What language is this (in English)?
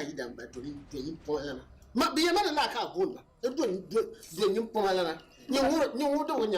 Dagbani